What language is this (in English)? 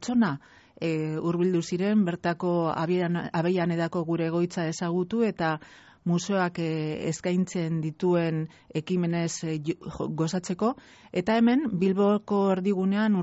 Basque